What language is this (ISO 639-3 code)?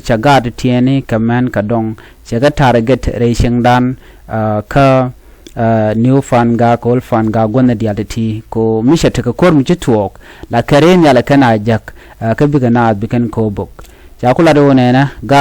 nus